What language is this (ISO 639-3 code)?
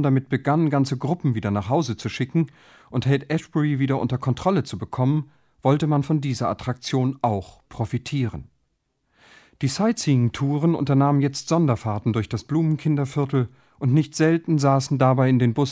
deu